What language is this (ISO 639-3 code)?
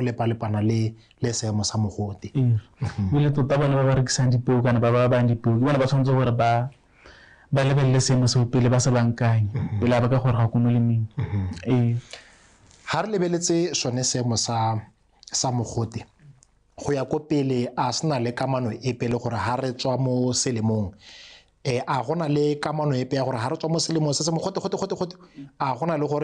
tsn